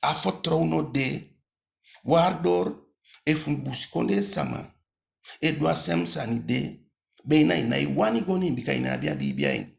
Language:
Eastern Maroon Creole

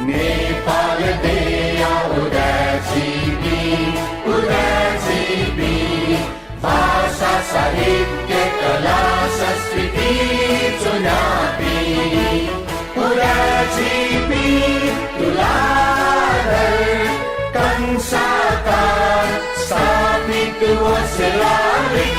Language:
Newari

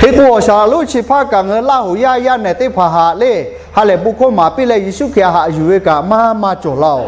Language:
Lahu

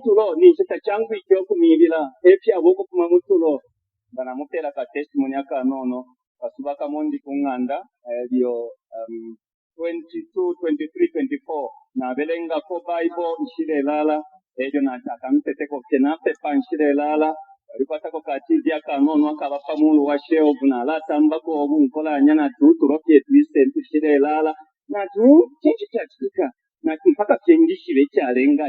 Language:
Bemba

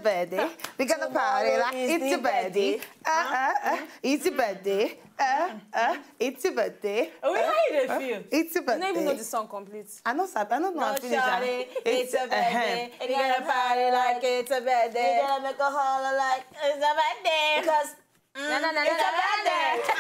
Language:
Nigerian Pidgin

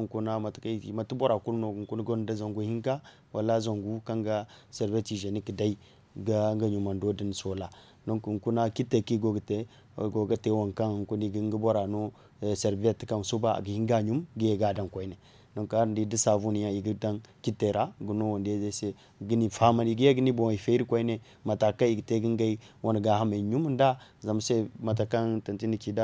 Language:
Zarma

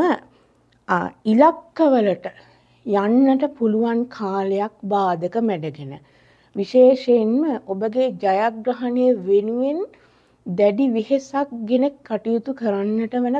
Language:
Sinhala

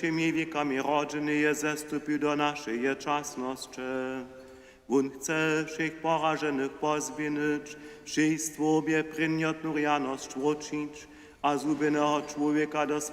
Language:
Upper Sorbian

